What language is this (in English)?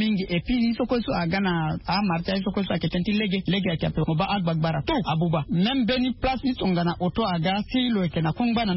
Sango